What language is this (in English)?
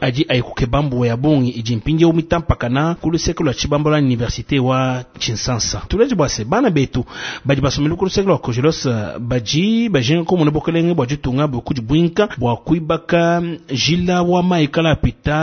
Luba-Lulua